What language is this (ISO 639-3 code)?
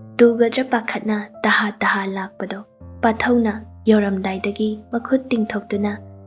mni